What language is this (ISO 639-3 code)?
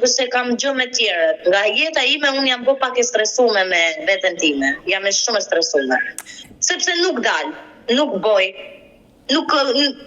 sqi